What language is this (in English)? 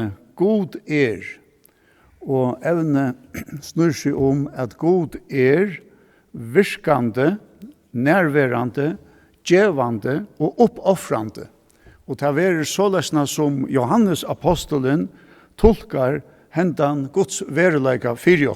Faroese